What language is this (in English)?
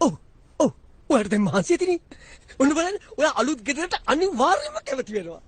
Sinhala